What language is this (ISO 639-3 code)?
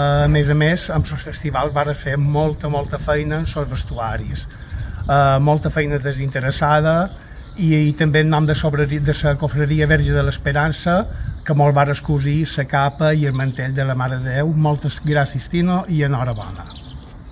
cat